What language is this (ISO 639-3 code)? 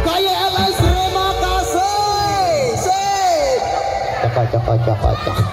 sas